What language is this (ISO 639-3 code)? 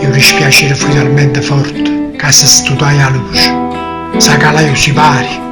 nap